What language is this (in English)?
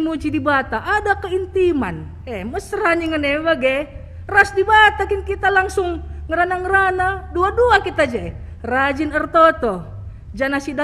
Batak Karo